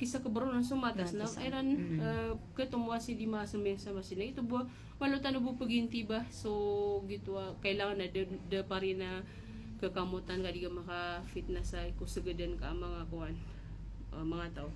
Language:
Maranao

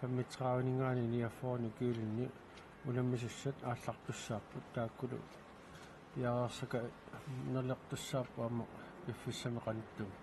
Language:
Kalaallisut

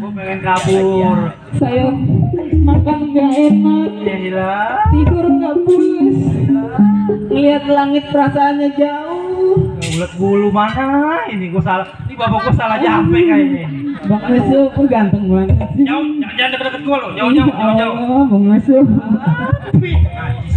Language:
Betawi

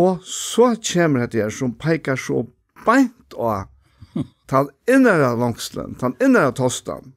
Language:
Faroese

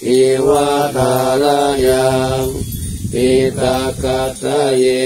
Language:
Pali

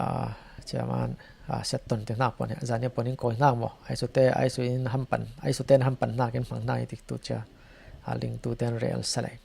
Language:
Falam Chin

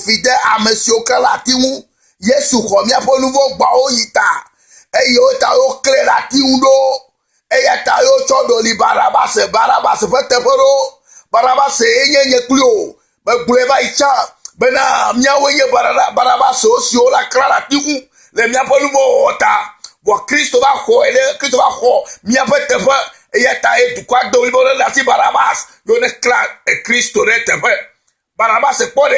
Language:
Ewe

